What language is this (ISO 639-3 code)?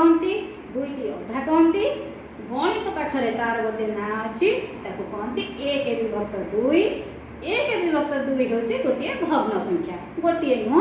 ori